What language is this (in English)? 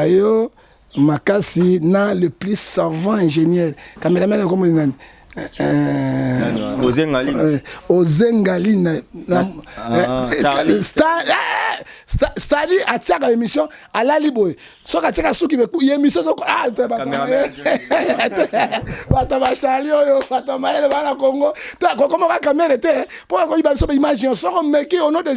Lingala